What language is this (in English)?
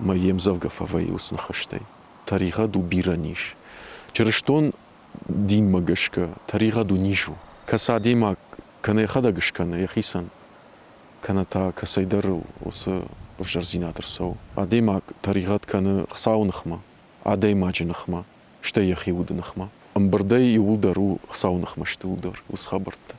Ossetic